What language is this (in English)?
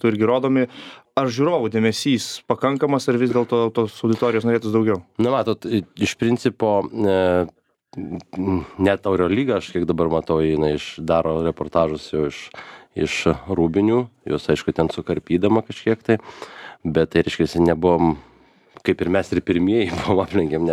Lithuanian